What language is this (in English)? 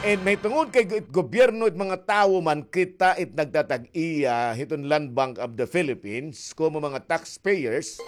Waray